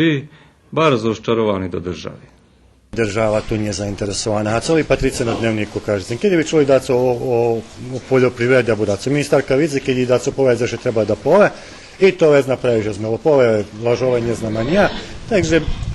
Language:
Rusyn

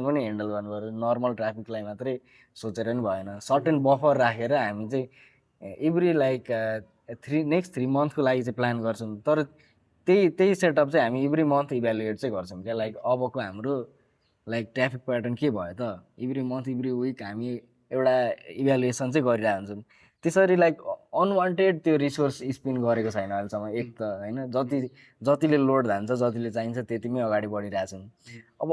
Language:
Nepali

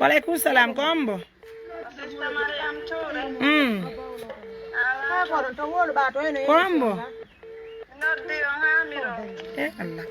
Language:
Pular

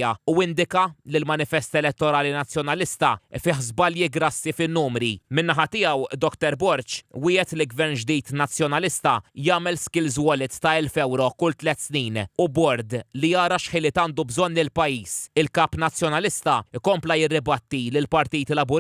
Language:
Maltese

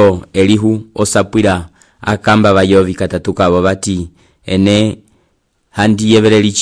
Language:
Umbundu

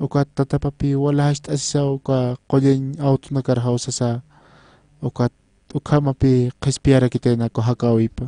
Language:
Aymara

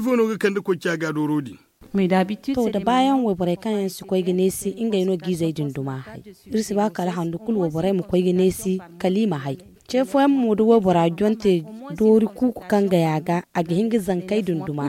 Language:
Zarma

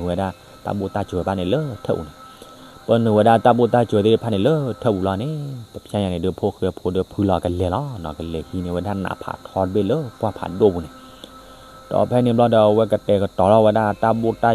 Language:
S'gaw Karen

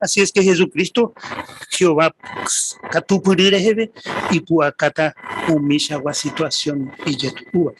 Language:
Guarani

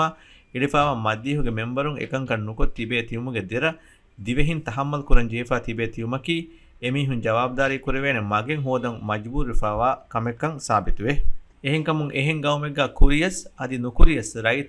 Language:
Divehi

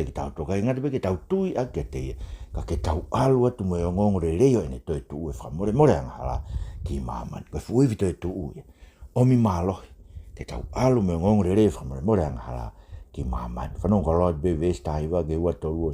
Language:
Tongan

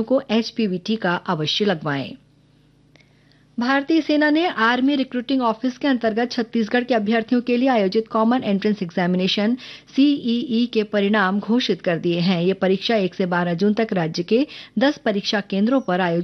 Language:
Hindi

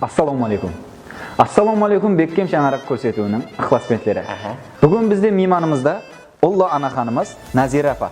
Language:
Kara-Kalpak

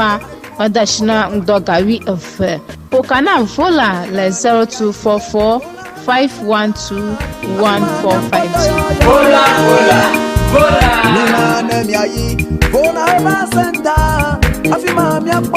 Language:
Ewe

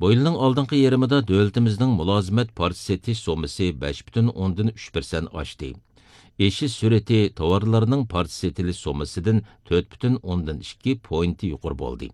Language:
Uyghur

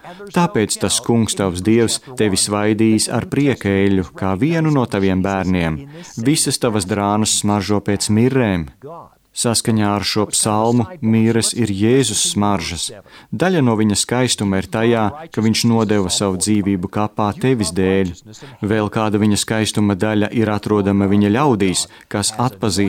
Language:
Latvian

